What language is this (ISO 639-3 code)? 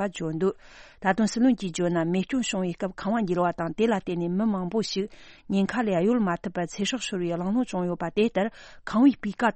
bod